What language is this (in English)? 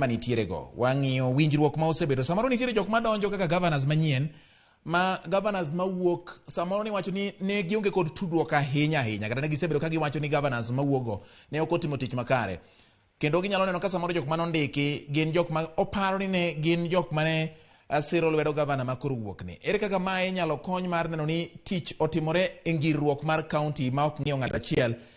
Luo (Kenya and Tanzania)